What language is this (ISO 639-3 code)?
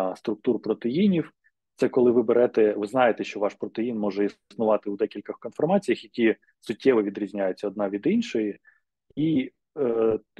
ukr